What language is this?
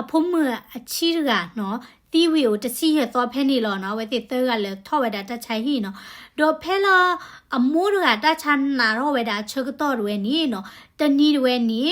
S'gaw Karen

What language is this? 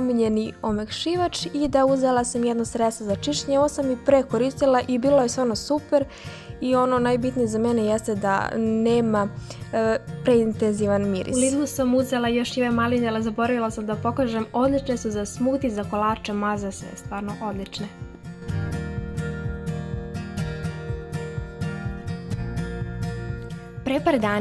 Serbian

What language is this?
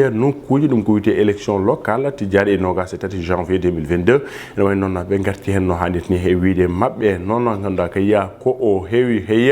Fula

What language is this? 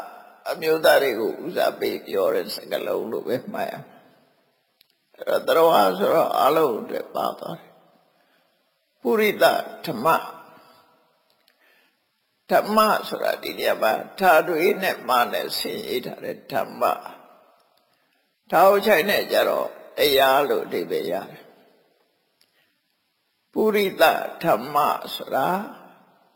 Burmese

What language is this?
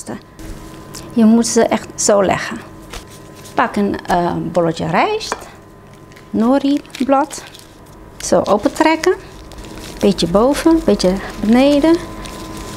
Dutch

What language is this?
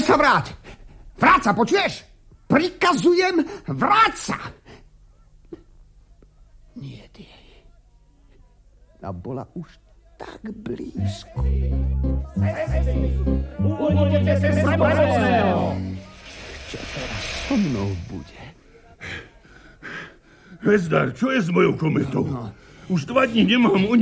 Slovak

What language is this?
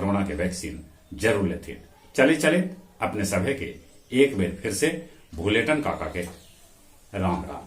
Magahi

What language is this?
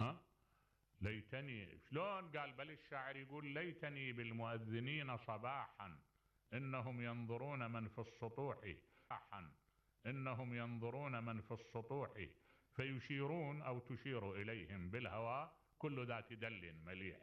Mesopotamian Arabic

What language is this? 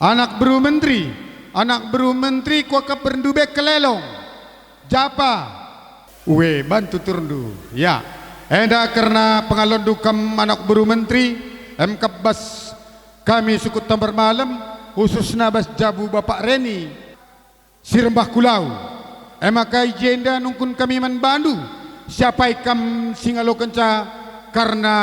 Batak Karo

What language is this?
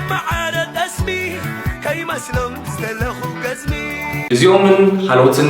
Tigrinya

